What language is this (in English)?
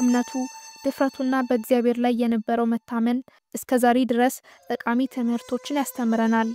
Amharic